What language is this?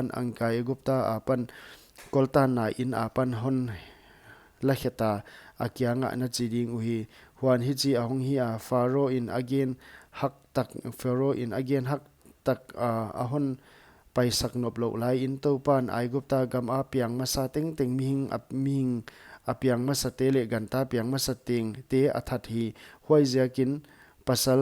Paite Chin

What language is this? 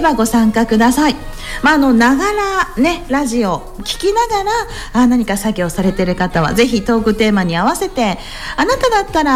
Japanese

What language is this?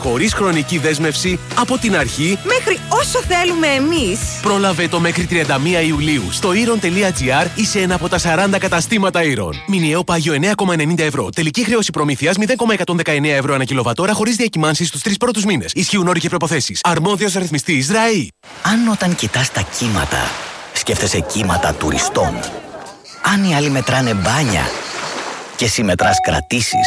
Greek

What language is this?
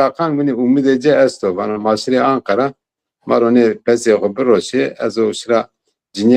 Zaza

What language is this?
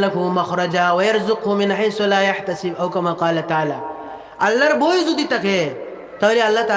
Sylheti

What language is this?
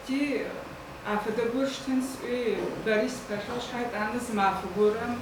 Adyghe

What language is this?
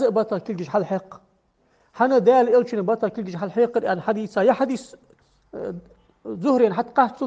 Ingush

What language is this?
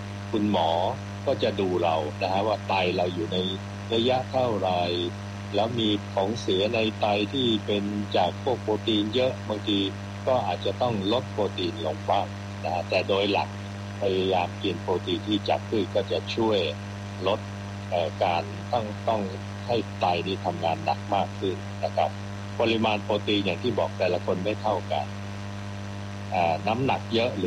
Thai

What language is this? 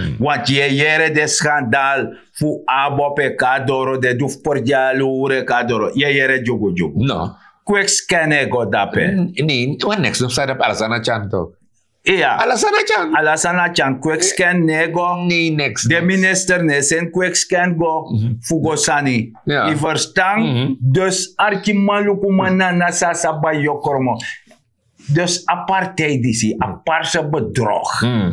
Sranan Tongo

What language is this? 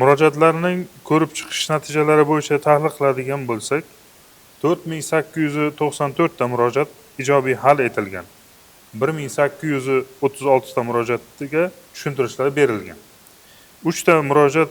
Uzbek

